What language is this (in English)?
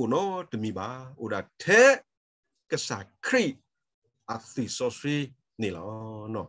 S'gaw Karen